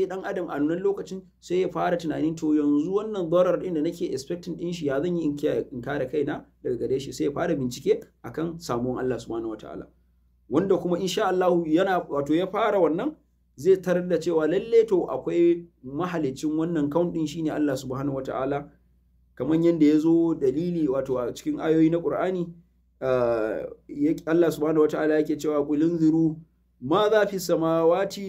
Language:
Hausa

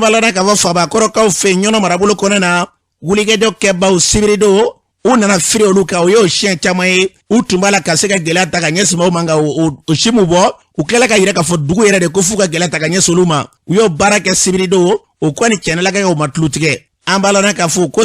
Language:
Bambara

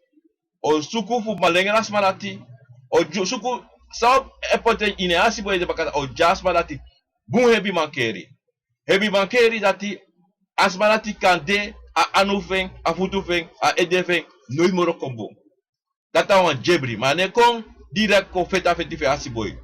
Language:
Sranan Tongo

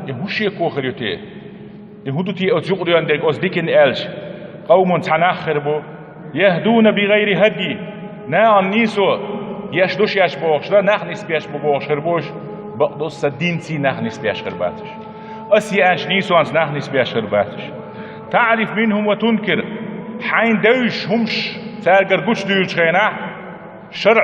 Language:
Chechen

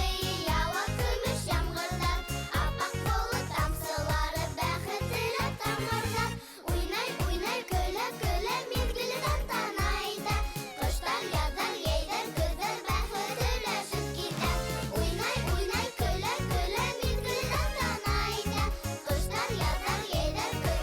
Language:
Bashkir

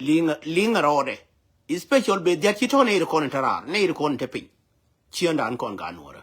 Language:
Nuer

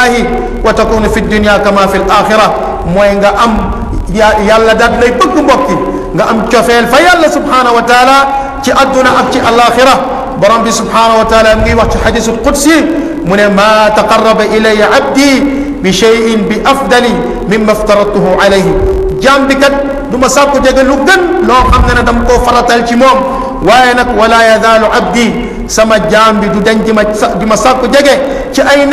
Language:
Wolof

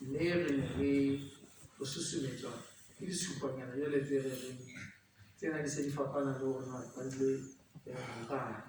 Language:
Southern Sotho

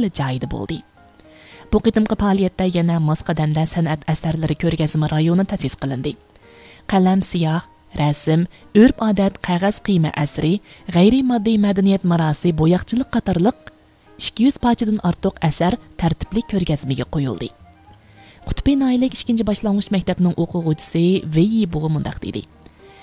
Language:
Uyghur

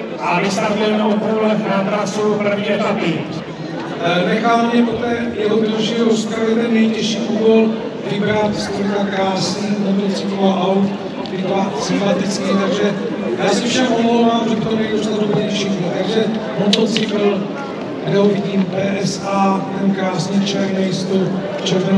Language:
Czech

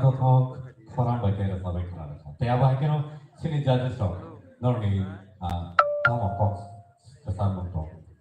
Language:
Kok Borok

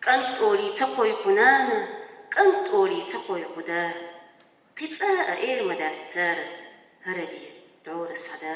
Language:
Chechen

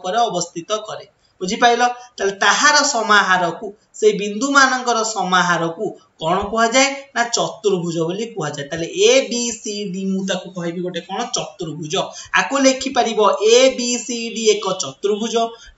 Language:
Odia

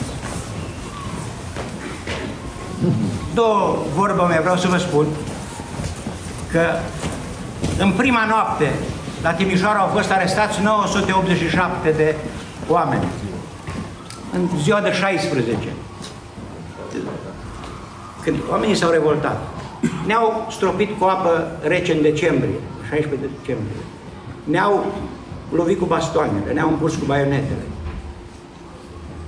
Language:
Romanian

